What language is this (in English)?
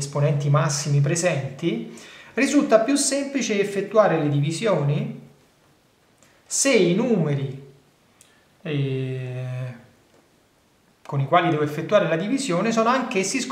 Italian